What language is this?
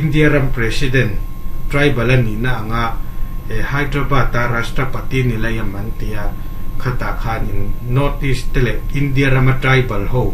Mizo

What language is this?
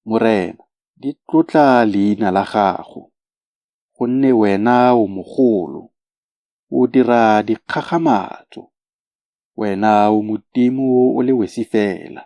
Tswana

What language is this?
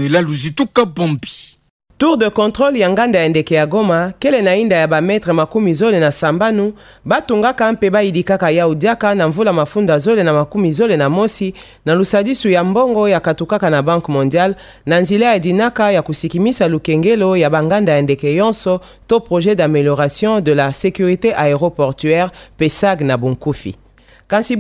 Kituba (Democratic Republic of Congo)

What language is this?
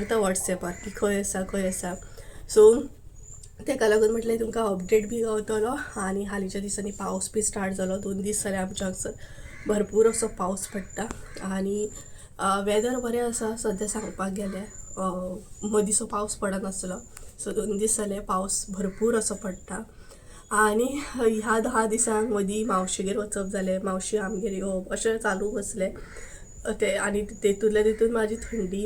Konkani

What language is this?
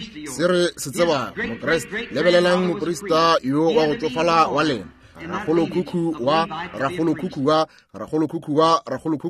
Northern Sotho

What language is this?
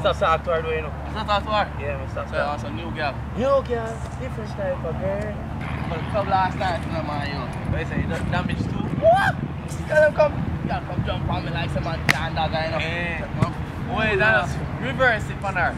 Jamaican Creole English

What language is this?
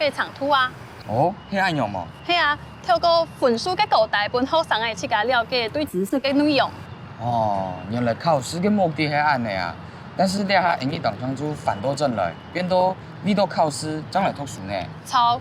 Hakka Chinese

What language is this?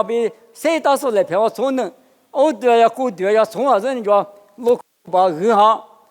Lisu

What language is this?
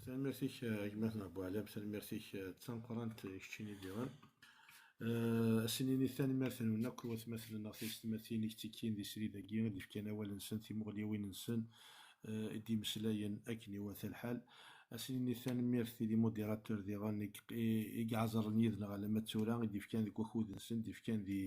Kabyle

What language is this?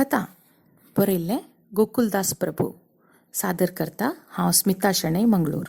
Konkani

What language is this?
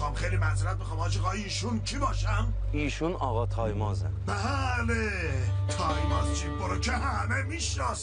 Persian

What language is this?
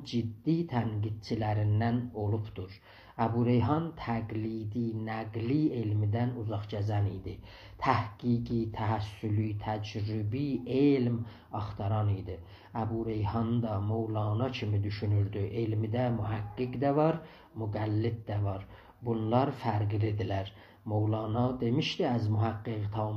South Azerbaijani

